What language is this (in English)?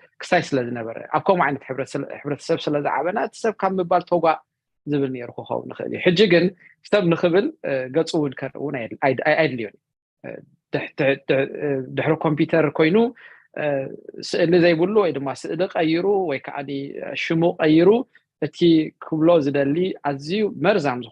Tigrinya